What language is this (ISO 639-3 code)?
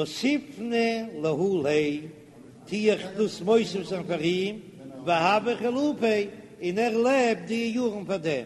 yid